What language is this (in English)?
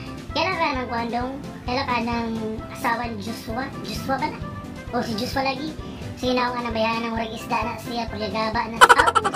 Cebuano